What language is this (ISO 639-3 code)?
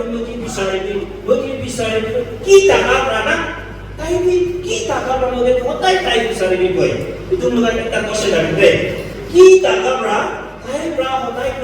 nag